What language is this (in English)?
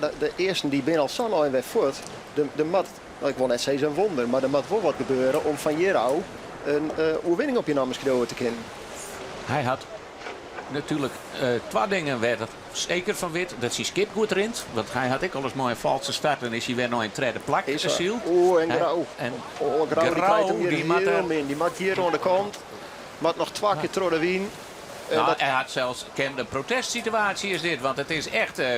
Western Frisian